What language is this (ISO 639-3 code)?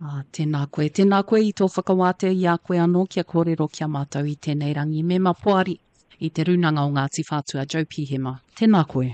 mri